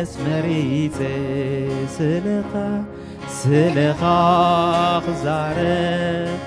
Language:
Tigrinya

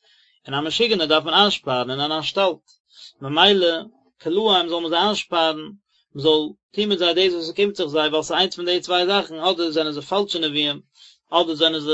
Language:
Yiddish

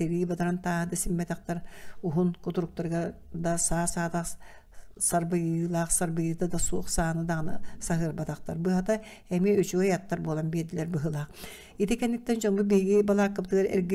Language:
Yakut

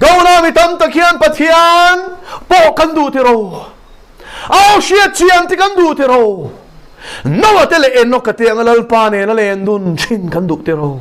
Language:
Mizo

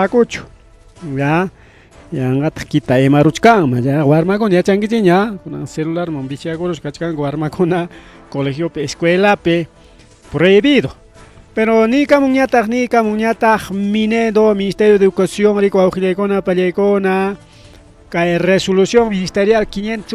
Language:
Ayacucho Quechua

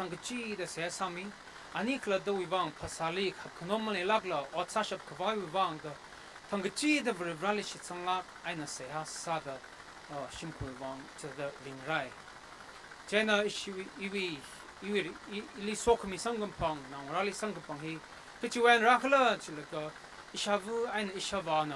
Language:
Tangkhul Naga (India)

